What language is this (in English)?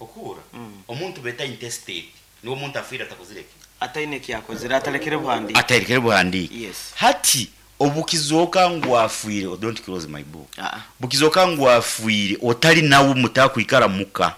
Nyankole